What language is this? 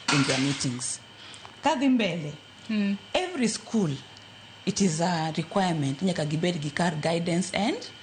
Luo (Kenya and Tanzania)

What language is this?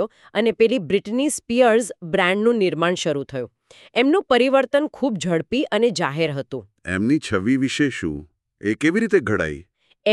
Gujarati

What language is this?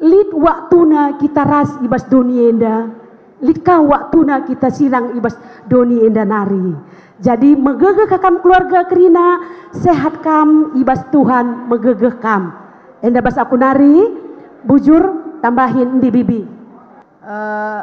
Batak Karo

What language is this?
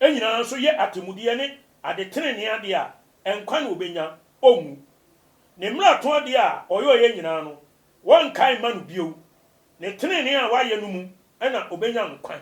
Akan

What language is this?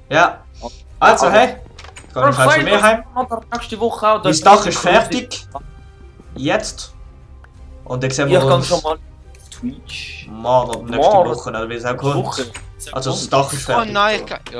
Swiss German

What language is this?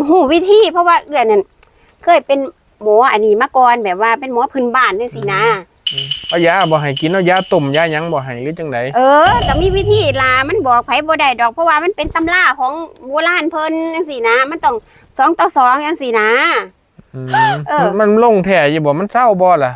Northeastern Thai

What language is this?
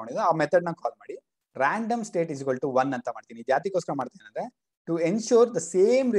Kannada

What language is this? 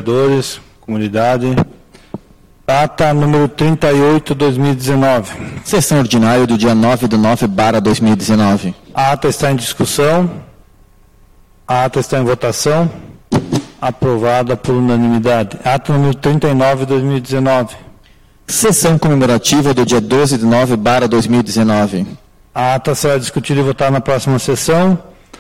Portuguese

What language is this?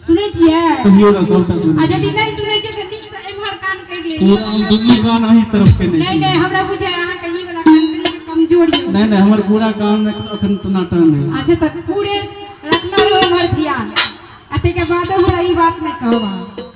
Maithili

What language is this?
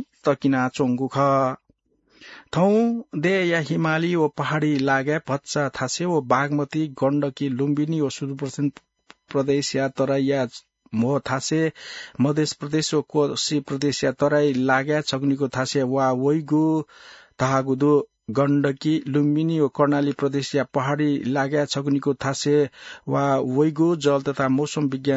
Newari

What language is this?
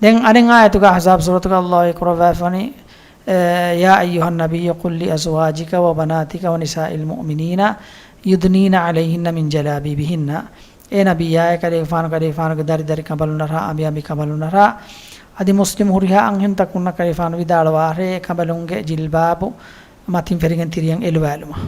Divehi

